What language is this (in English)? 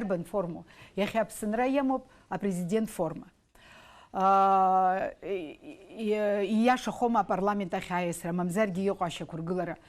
Abkhazian